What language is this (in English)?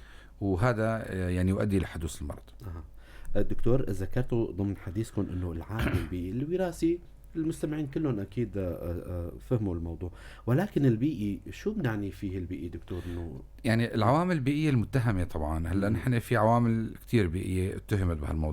North Levantine Arabic